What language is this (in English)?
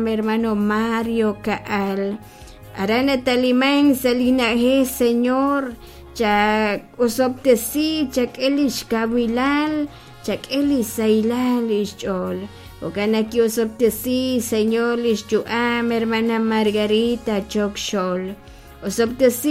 Kekchí